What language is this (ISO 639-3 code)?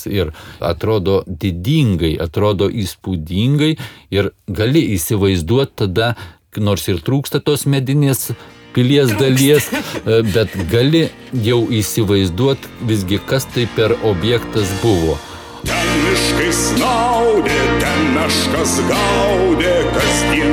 lit